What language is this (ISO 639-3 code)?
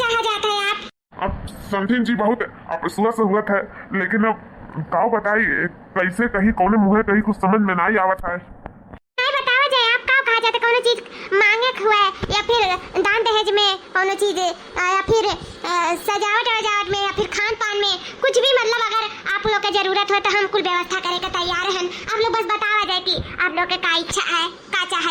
awa